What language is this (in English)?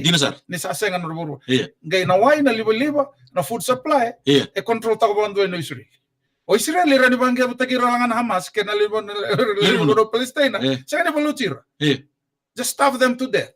Fijian